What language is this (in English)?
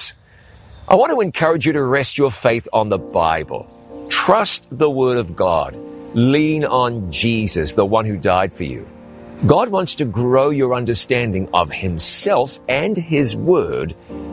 English